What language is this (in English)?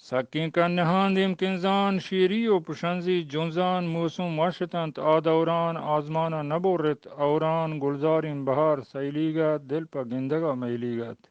Eastern Balochi